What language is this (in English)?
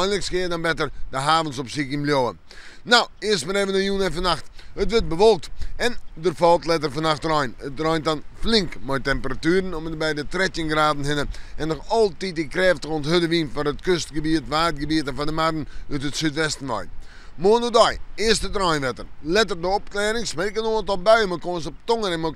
Western Frisian